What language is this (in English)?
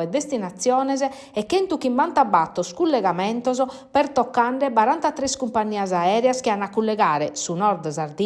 Sardinian